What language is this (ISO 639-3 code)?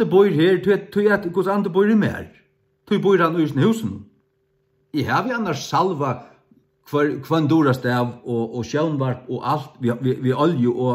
fao